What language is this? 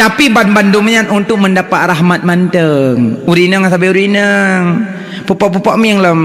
Achinese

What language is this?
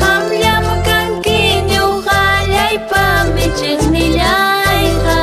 Ayacucho Quechua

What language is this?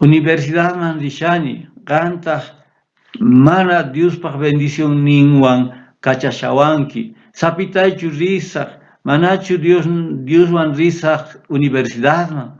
South Bolivian Quechua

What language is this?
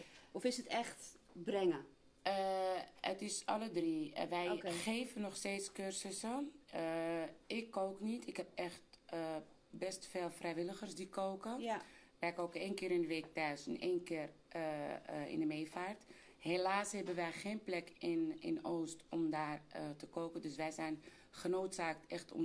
Dutch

